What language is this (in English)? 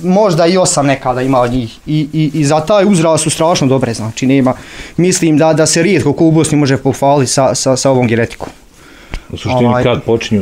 Bosnian